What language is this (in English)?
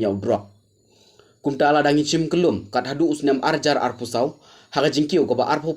Khasi